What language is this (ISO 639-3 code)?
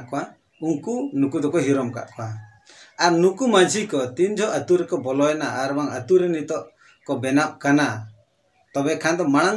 sat